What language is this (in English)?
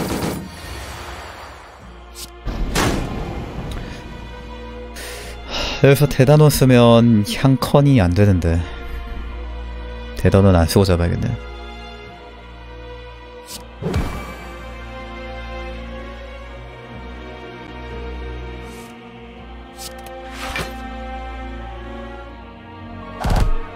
Korean